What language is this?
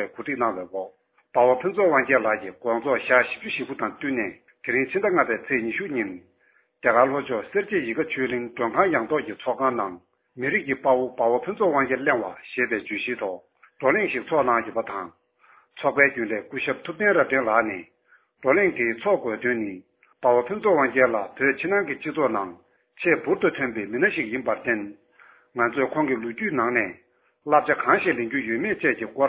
Tibetan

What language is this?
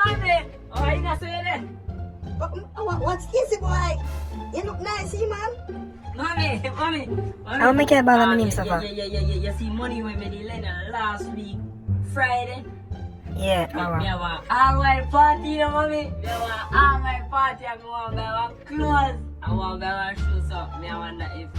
Jamaican Creole English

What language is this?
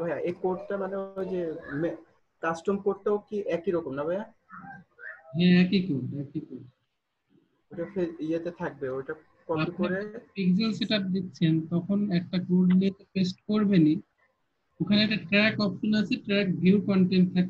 Bangla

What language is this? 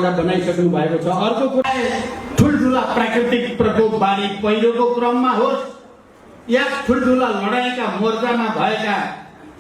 Nepali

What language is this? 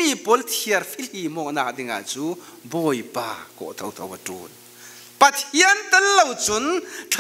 Falam Chin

